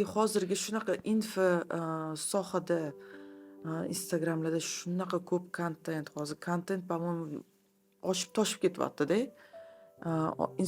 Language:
Uzbek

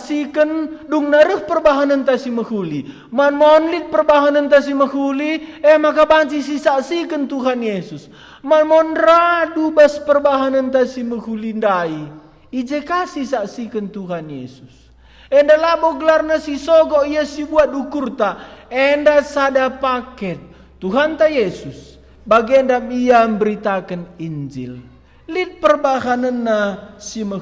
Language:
Batak Karo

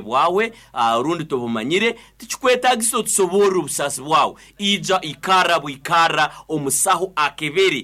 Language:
Nyoro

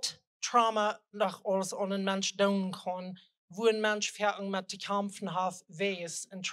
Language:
Plautdietsch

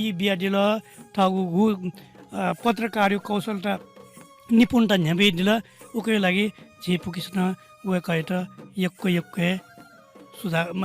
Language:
Newari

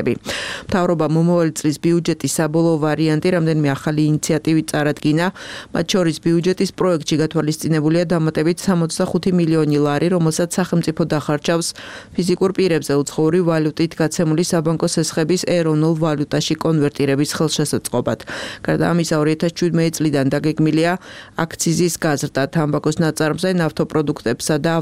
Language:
Georgian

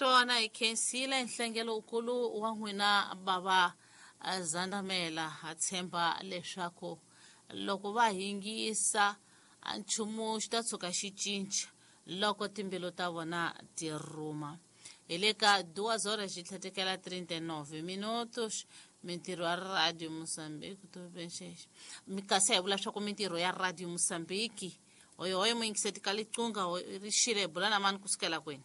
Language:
Tsonga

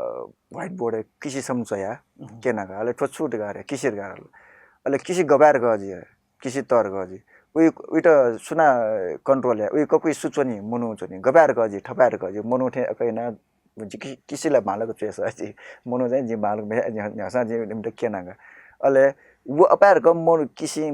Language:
Newari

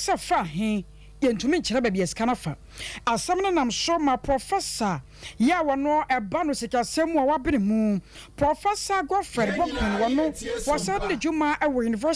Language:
Akan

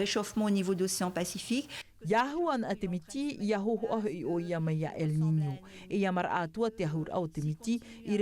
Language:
Tahitian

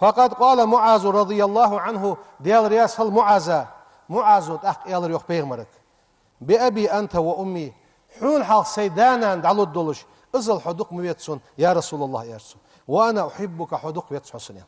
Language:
Ingush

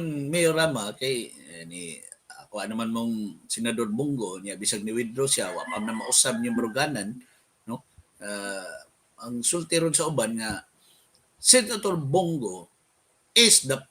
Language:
Cebuano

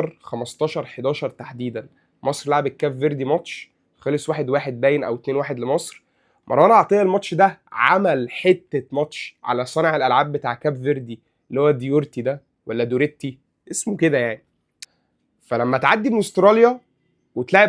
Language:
Egyptian Arabic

